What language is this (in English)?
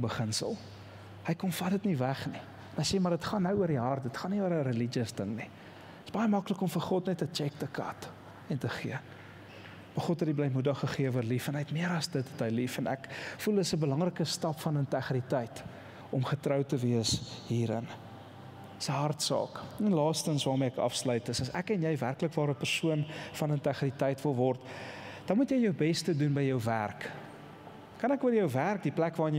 Afrikaans